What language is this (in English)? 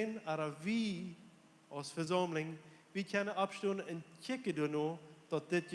Plautdietsch